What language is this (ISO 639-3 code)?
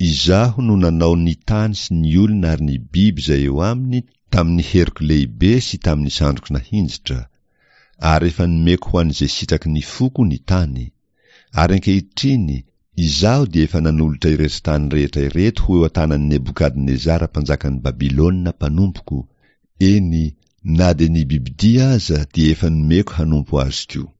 mlg